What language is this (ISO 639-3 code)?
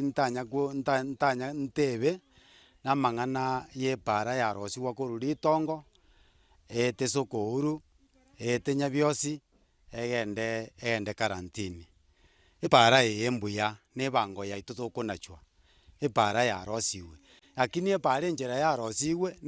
guz